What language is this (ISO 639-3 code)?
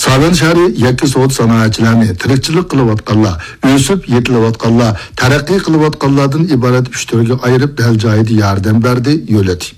uig